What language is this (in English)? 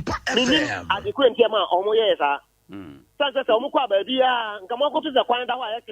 Akan